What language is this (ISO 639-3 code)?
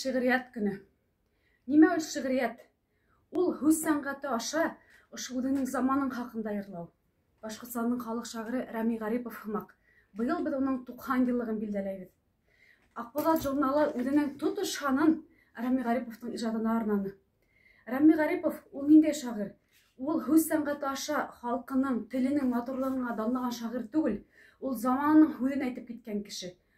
bak